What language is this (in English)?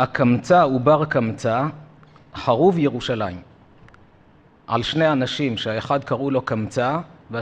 Hebrew